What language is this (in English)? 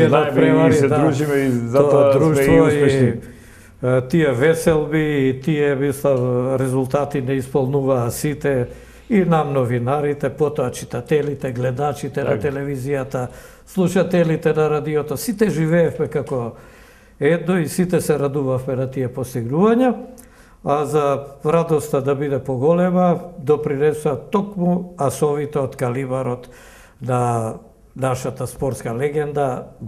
Macedonian